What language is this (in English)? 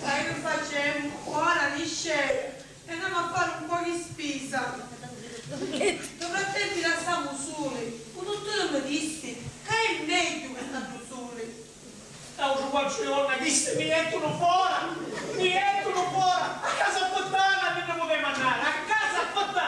Sicilian